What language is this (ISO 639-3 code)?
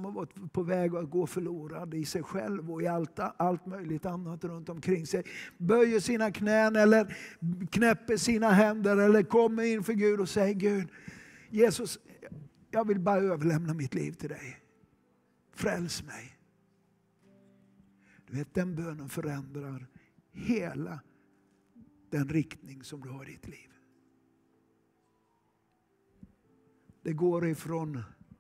swe